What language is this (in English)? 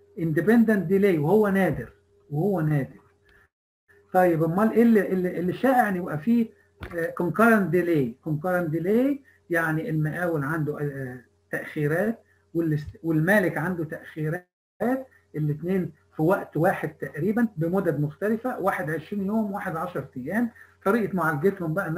Egyptian Arabic